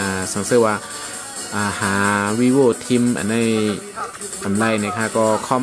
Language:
Shan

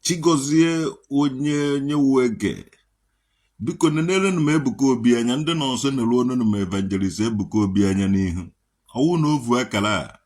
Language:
Igbo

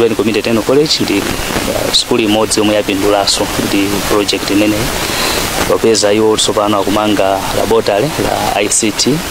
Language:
Nyanja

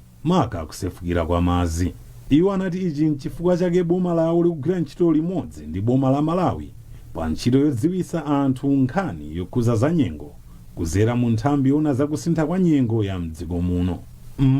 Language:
Nyanja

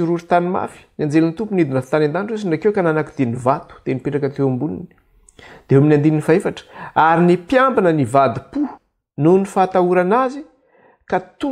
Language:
Malagasy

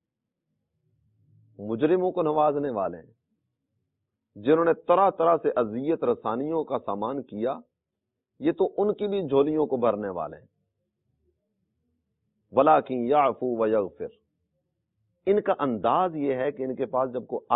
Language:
Urdu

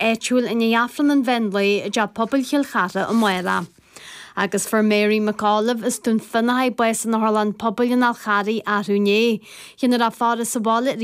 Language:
Irish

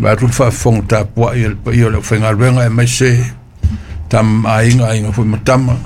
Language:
Samoan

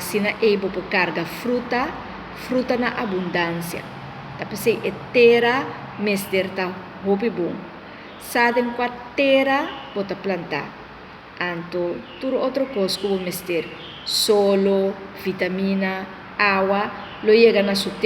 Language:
Papiamento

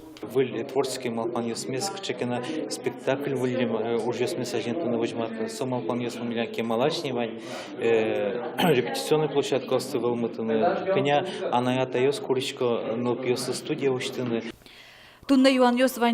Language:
Udmurt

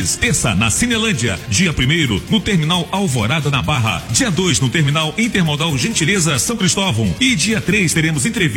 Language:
Portuguese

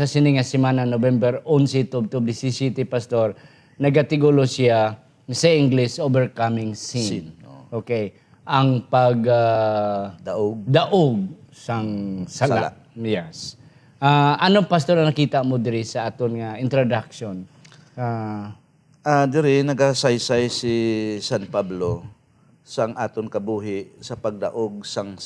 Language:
Hiligaynon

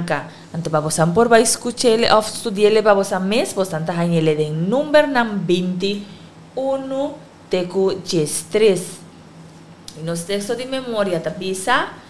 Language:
Papiamento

